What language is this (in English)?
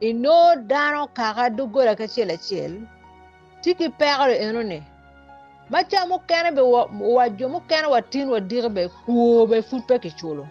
Acoli